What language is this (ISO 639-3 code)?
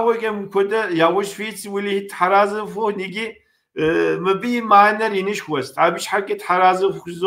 kbd